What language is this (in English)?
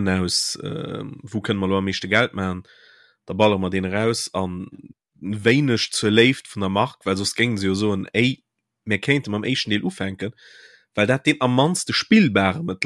Luxembourgish